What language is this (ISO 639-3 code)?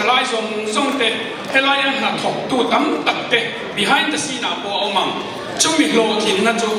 lus